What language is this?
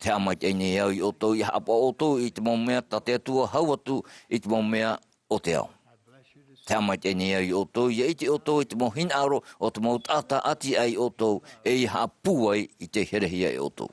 Tahitian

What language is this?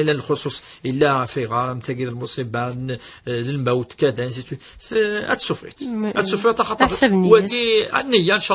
Kabyle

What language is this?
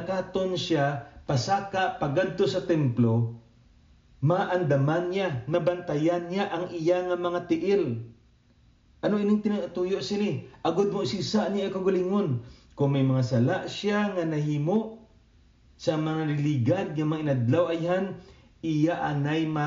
Hiligaynon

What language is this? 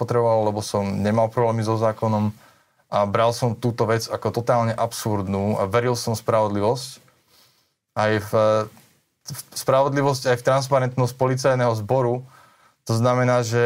Slovak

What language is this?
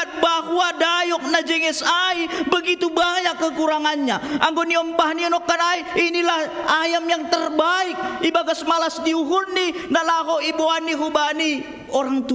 Batak Simalungun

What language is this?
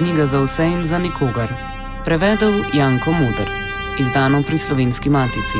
Slovenian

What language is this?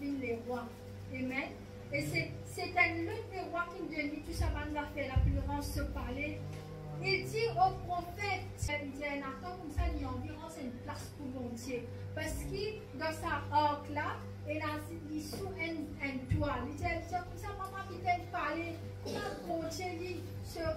Morisyen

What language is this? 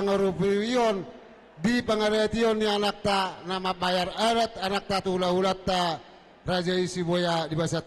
Batak Toba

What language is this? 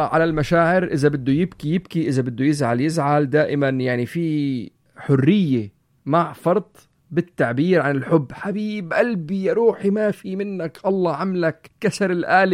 North Levantine Arabic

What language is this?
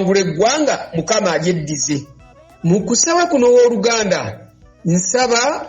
Ganda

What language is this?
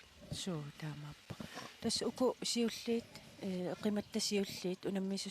Kalaallisut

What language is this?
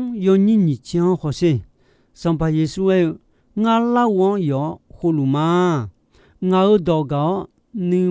Akha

